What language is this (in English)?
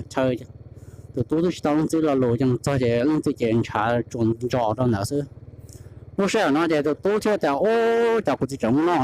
Hmong